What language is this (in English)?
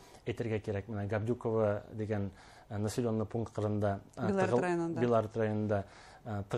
Bashkir